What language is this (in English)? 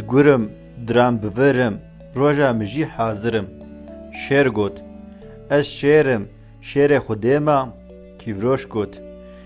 Kurdish